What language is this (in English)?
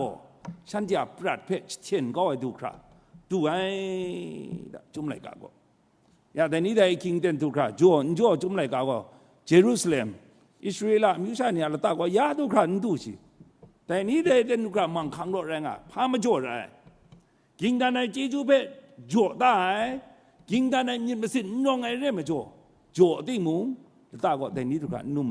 Kachin